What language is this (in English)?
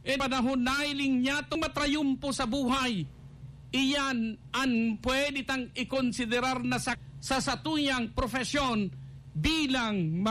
Bikol